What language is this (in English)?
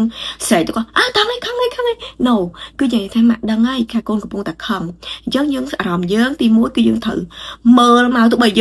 Khmer